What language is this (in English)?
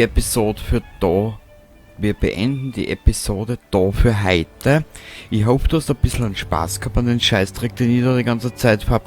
Bavarian